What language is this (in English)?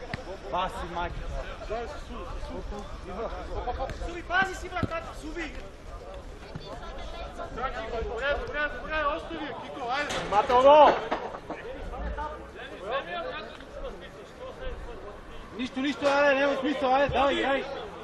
Bulgarian